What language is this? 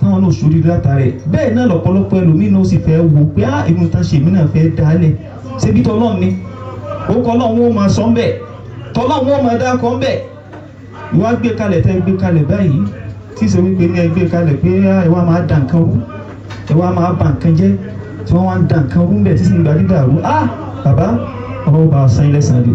Yoruba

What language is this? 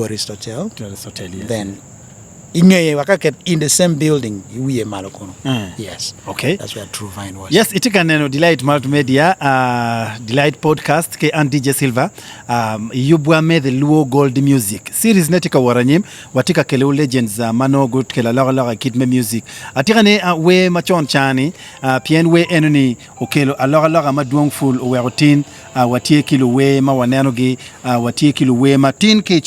Acoli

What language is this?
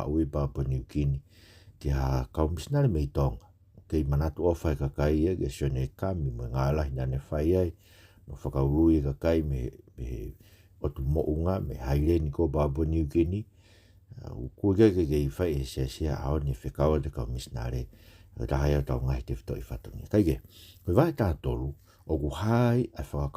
Tongan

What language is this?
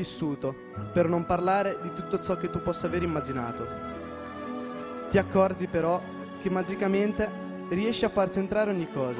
Italian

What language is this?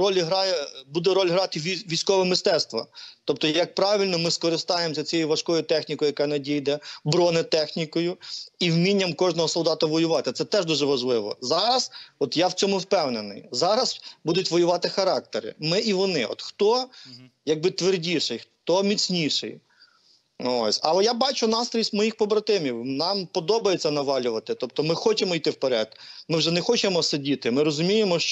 Ukrainian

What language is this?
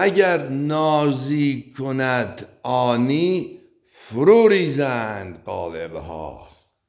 Azerbaijani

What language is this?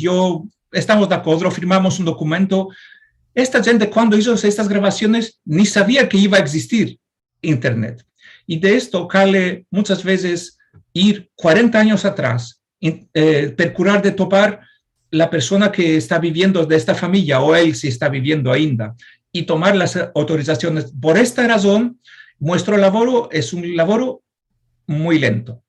Ladino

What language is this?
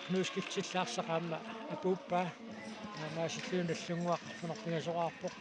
Kalaallisut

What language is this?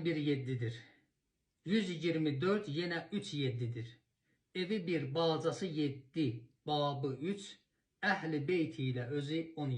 Azerbaijani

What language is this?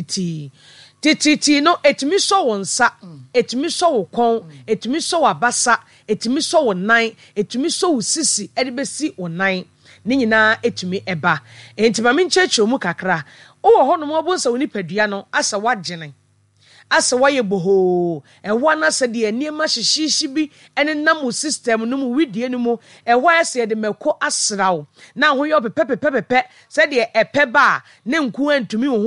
Akan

